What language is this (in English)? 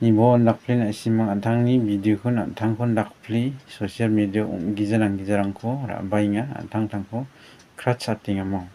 Garo